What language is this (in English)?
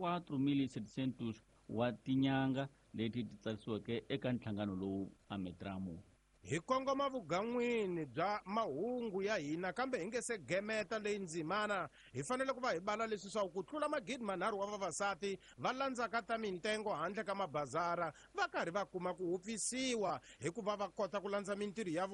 Tsonga